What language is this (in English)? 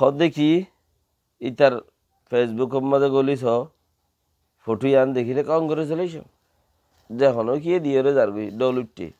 Rohingya